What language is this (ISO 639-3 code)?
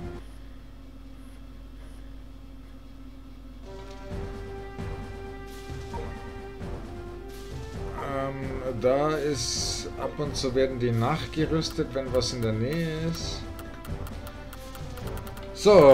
deu